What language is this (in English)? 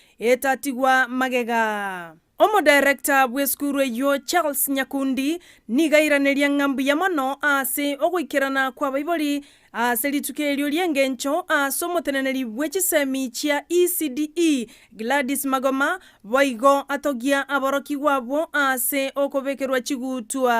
Gusii